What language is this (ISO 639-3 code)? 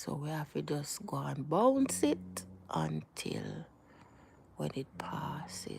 jam